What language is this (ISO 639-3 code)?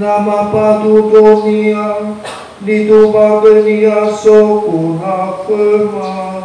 nia